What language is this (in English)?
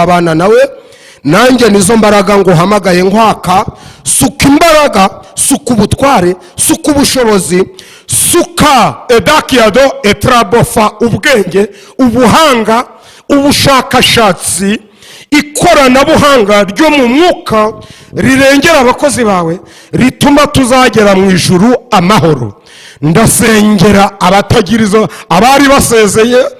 Kinyarwanda